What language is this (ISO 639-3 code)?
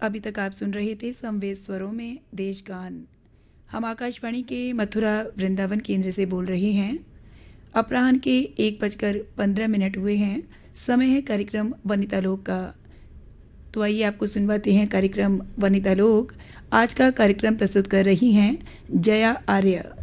hin